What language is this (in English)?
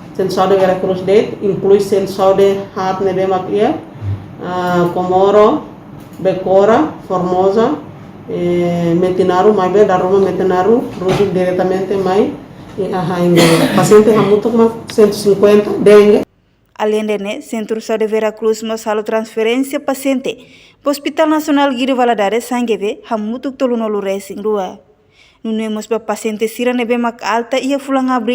Tetum